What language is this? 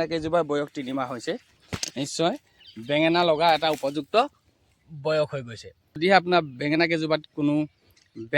Assamese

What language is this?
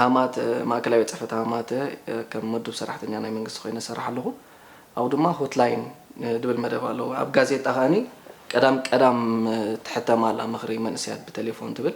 Tigrinya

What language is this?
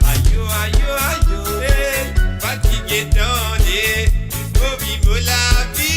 Morisyen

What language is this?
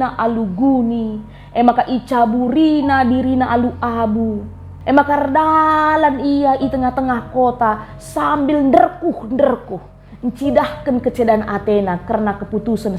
Batak Karo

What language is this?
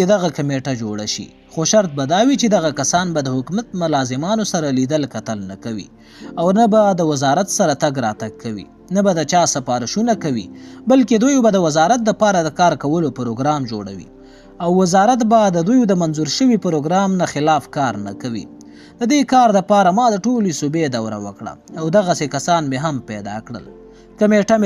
Pashto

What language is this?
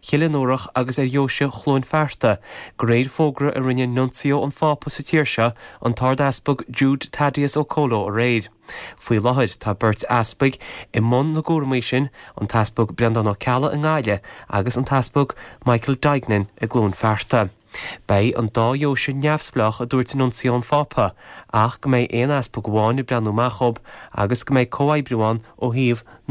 Irish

